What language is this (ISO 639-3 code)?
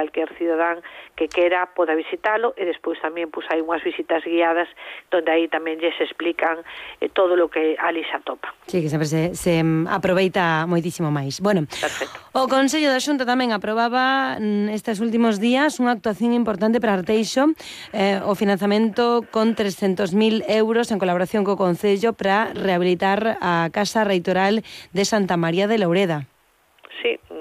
glg